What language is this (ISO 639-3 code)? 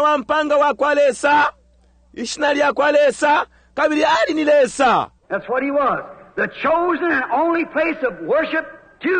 bem